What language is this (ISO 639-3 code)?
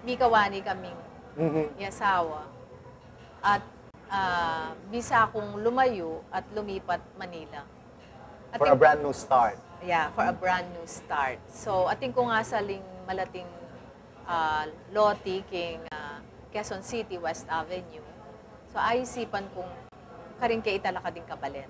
pam